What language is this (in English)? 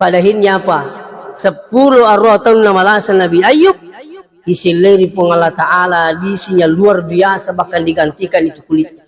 Buginese